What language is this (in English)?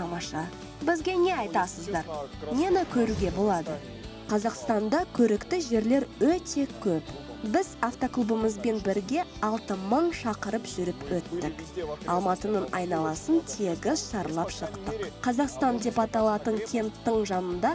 Kazakh